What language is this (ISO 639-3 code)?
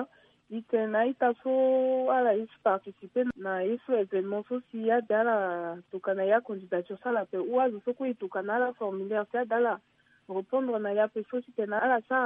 sag